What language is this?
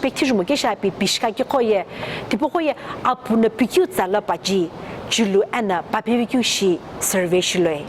Sumi Naga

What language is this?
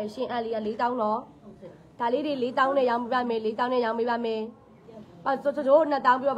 Burmese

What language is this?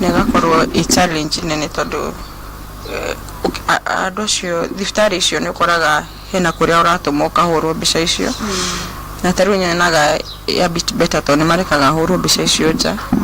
Kikuyu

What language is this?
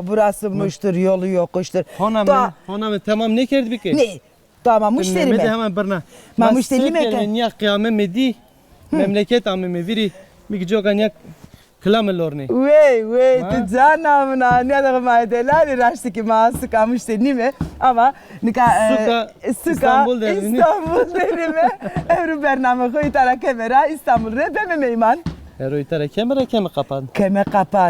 Zaza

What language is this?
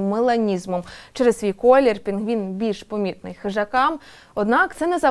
Ukrainian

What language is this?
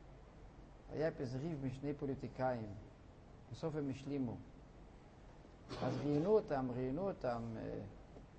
Hebrew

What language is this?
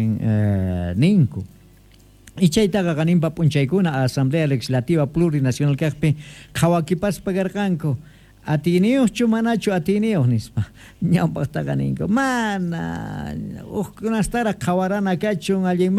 South Bolivian Quechua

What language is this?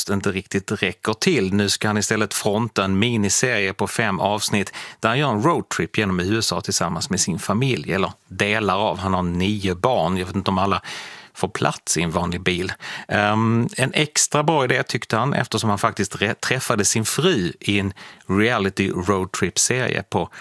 Swedish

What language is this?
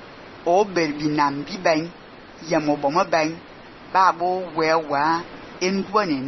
Fang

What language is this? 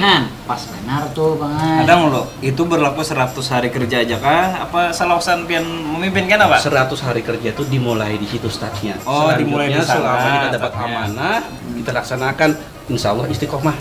Banjar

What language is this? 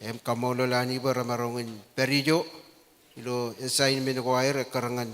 Marshallese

